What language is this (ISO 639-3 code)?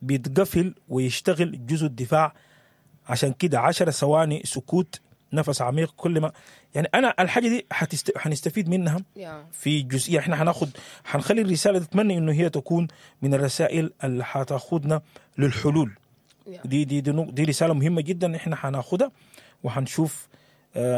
apd